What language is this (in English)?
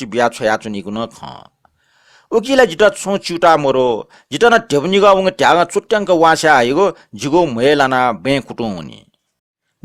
Newari